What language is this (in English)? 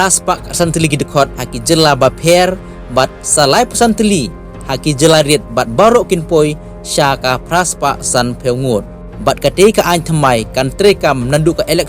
Khasi